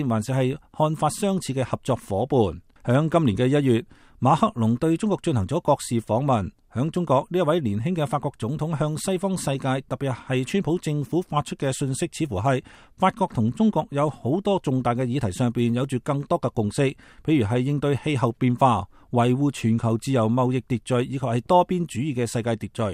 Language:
Cantonese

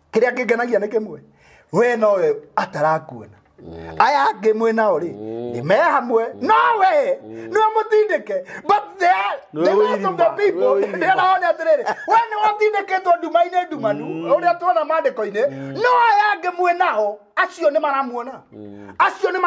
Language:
Kikuyu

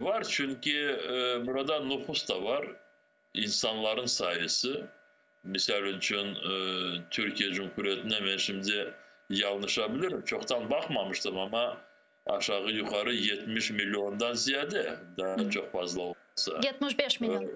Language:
Crimean Tatar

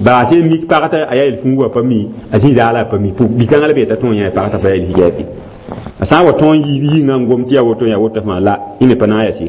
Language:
Mossi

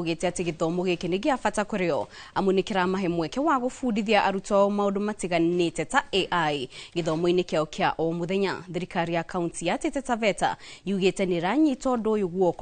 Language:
Kikuyu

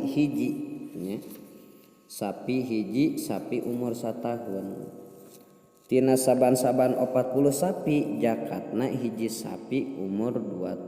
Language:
Sundanese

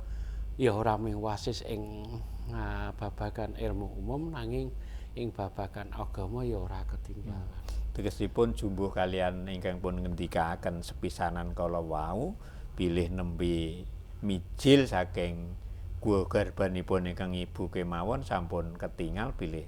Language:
Javanese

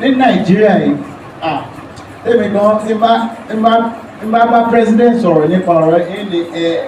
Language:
Yoruba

